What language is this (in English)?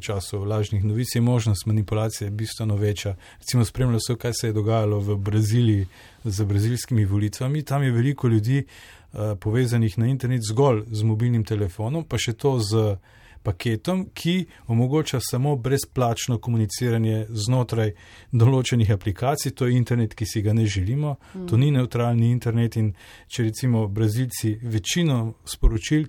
Slovenian